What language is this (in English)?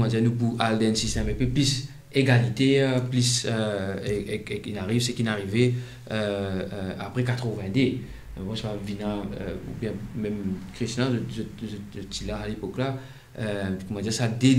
Morisyen